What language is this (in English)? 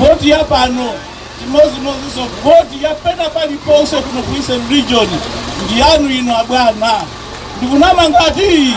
Nyanja